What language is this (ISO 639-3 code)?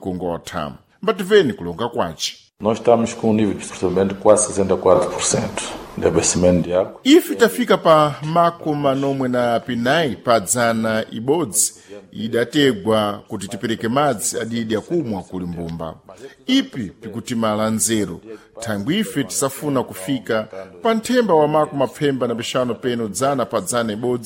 seh